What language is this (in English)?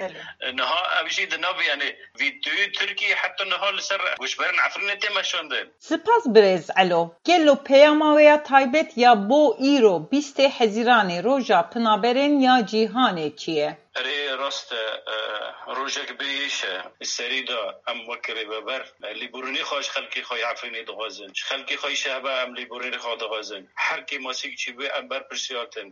Kurdish